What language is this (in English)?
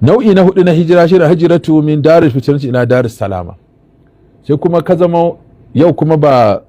Hausa